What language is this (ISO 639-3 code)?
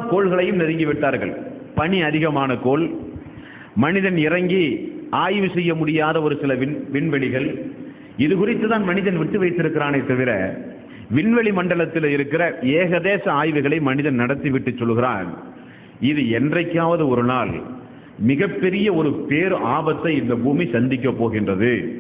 tam